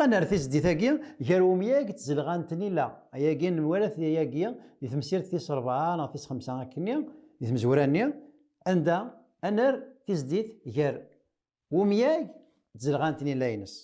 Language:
Kabyle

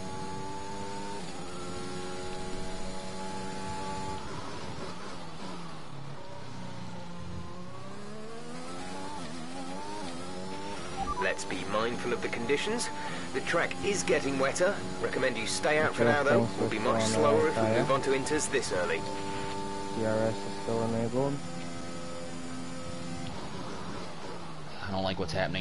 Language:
English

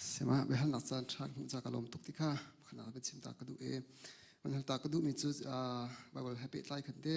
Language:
Hakha Chin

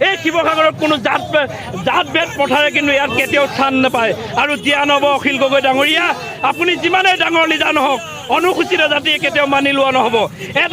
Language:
Assamese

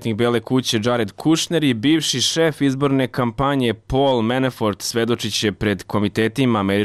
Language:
Serbian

